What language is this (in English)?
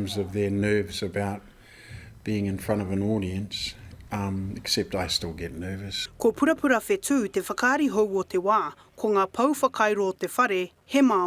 Māori